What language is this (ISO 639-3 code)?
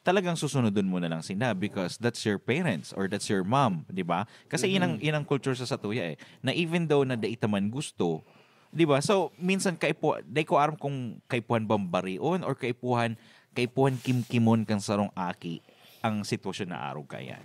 bik